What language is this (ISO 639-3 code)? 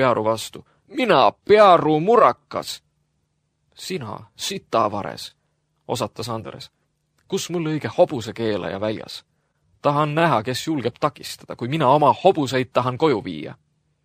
est